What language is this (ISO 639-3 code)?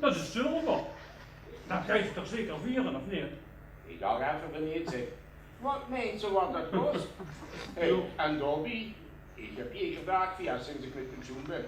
lim